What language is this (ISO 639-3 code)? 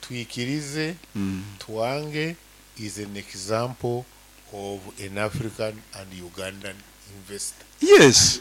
nyo